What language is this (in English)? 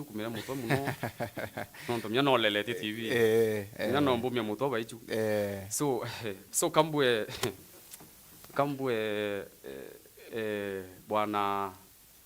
Meru